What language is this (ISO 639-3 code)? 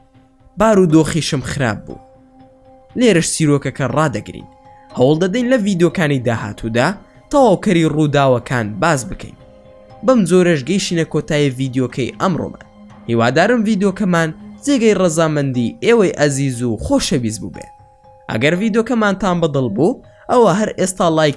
ckb